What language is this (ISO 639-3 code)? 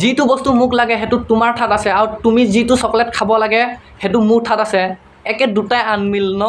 asm